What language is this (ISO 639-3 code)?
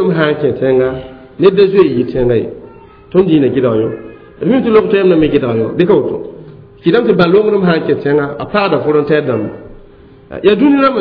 mos